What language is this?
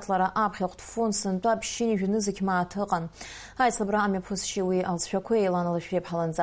Abkhazian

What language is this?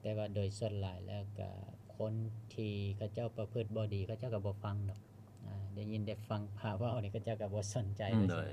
Lao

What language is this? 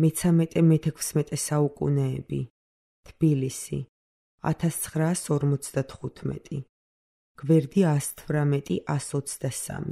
Georgian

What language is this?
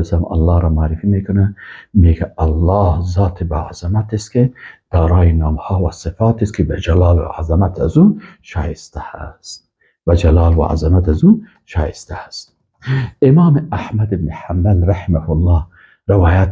Persian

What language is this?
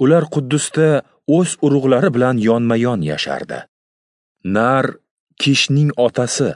Uzbek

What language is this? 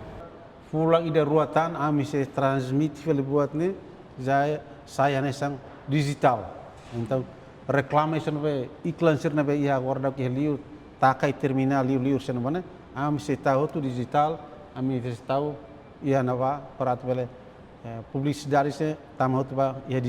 Tetum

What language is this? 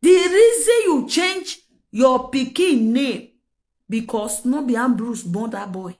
Nigerian Pidgin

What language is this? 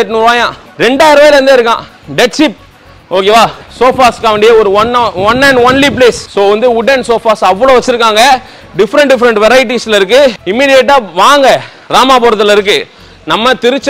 Tamil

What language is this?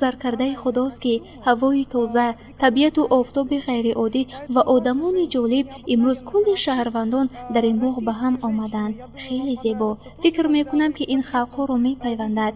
Tajik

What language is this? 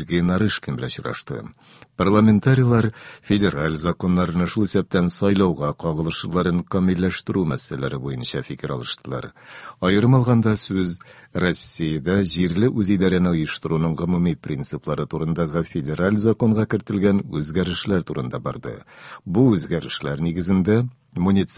Tatar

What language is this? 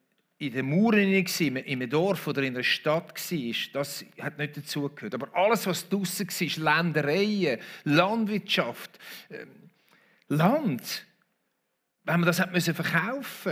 Swiss German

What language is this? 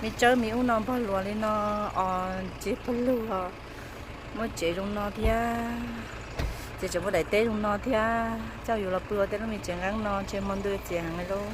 Hmong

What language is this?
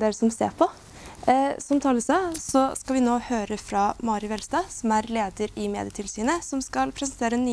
Norwegian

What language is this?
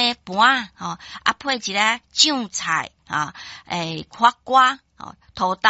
Min Nan Chinese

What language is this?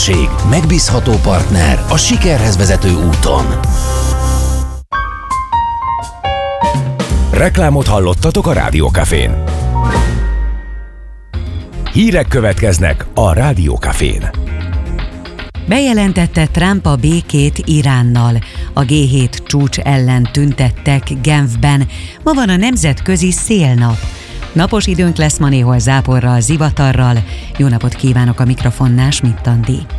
Hungarian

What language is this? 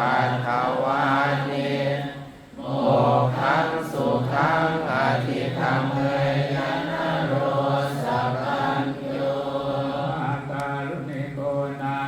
Pali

